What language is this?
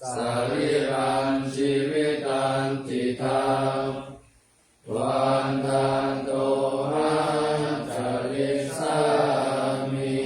Pali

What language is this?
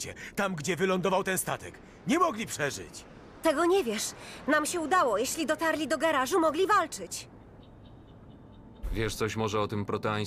Polish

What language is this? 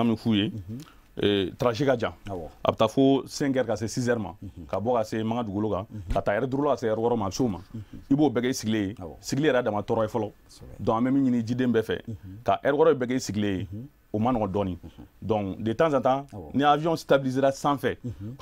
Bambara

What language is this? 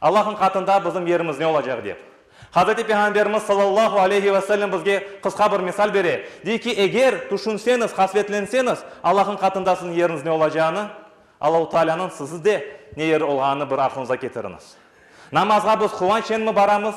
Crimean Tatar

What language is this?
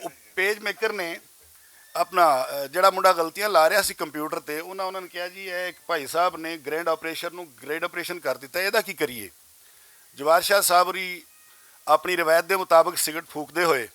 Western Panjabi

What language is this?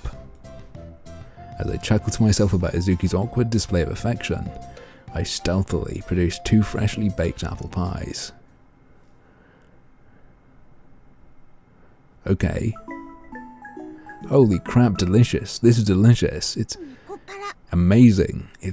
English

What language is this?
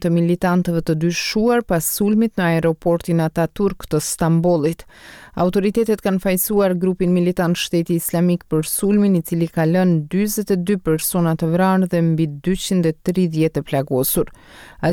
Albanian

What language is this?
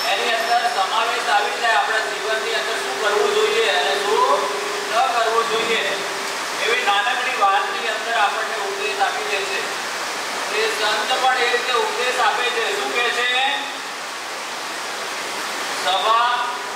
Gujarati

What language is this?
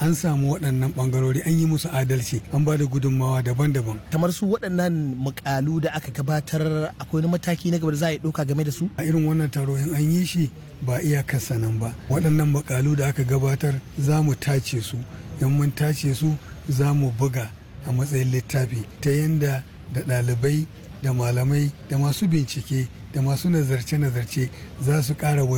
Hausa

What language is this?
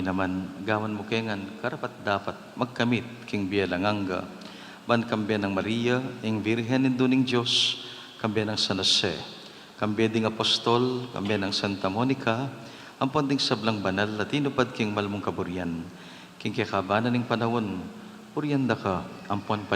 Pampanga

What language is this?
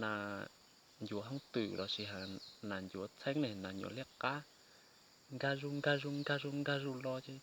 Hmong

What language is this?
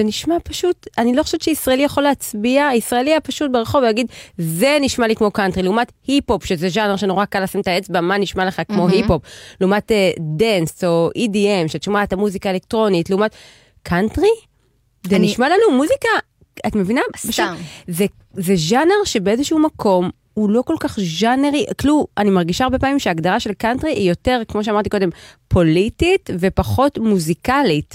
Hebrew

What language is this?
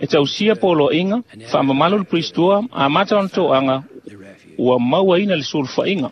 Samoan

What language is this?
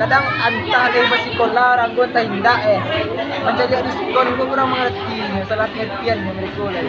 Minangkabau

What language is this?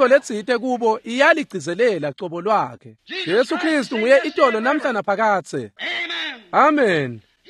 Swati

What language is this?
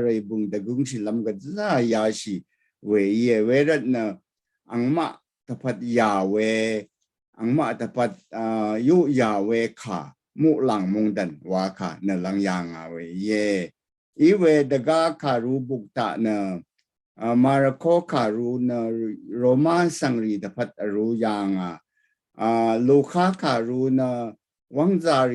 Rawang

